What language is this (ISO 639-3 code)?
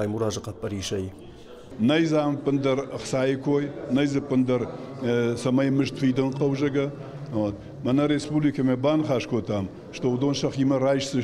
oss